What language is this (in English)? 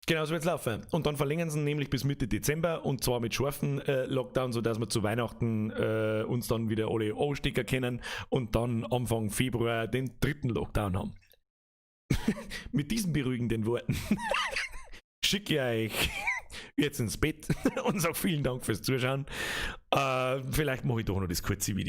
Bavarian